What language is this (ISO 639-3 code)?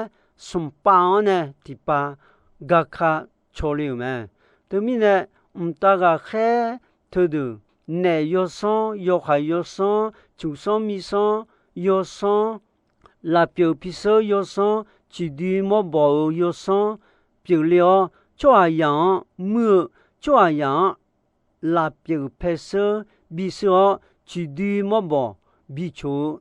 ahk